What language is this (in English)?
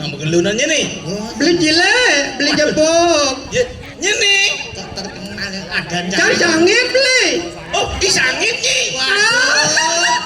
Balinese